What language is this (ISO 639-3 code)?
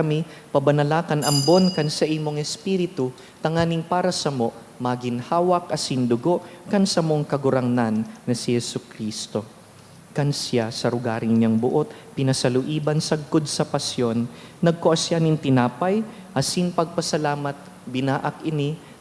bik